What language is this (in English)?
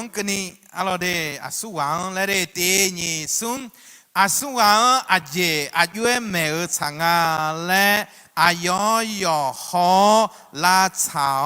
Akha